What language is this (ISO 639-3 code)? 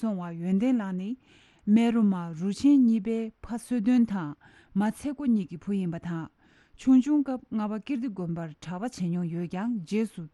bod